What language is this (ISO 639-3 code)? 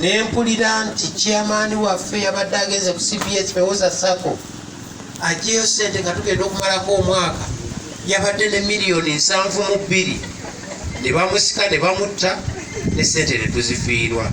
lug